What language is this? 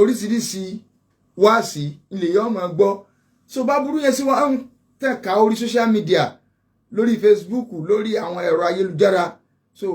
Yoruba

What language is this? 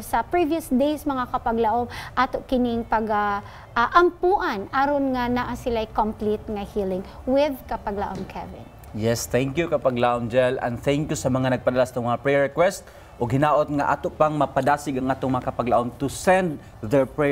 Cebuano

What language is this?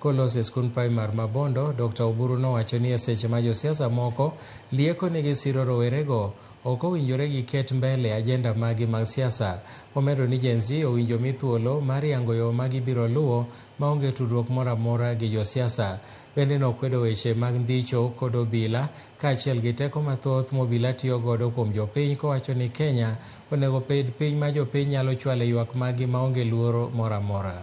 Luo (Kenya and Tanzania)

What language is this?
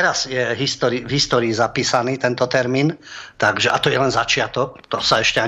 Slovak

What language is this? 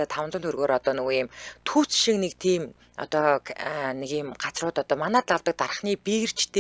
Mongolian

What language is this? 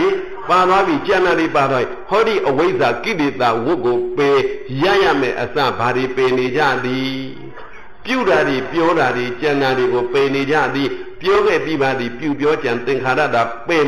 Burmese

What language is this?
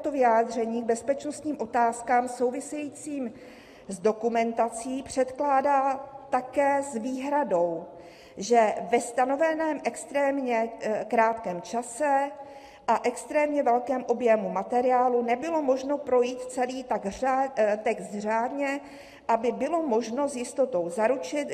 Czech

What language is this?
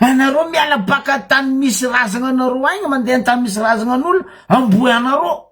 Malagasy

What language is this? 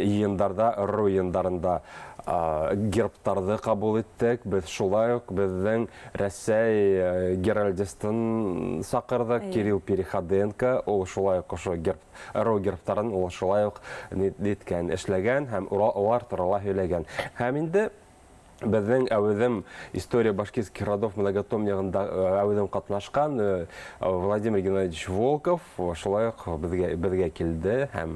Bashkir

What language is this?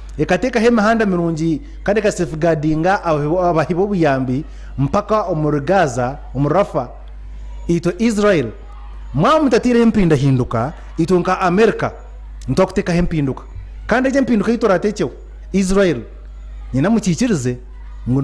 Nyankole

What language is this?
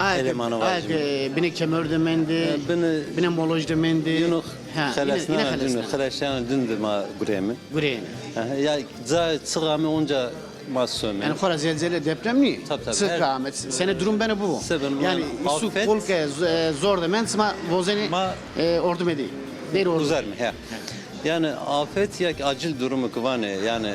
Zaza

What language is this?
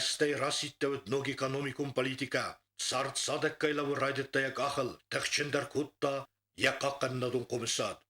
Ossetic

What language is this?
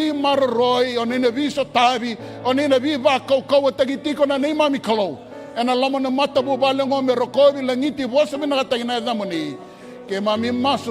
Fijian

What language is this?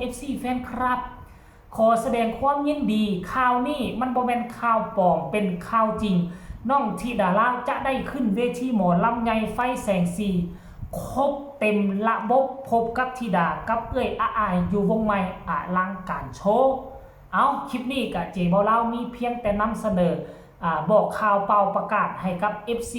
Northeastern Thai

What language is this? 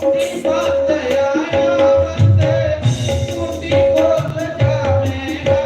Dogri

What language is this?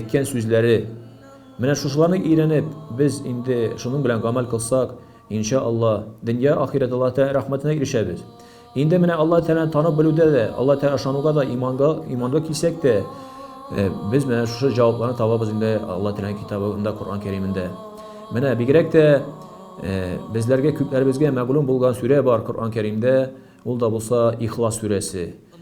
Tatar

